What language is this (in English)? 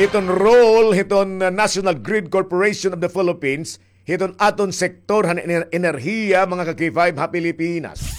Waray